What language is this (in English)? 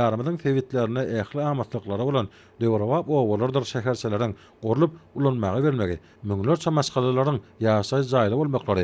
Turkmen